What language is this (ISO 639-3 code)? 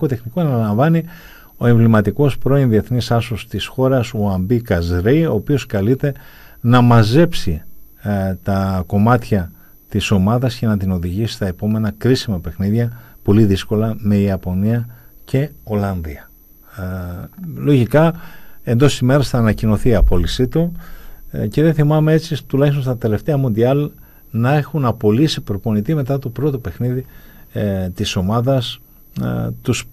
ell